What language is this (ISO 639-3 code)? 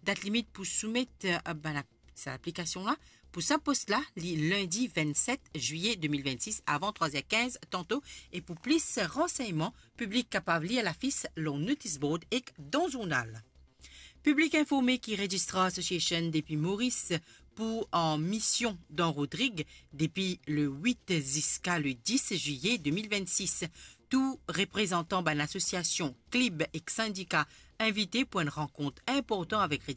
mfe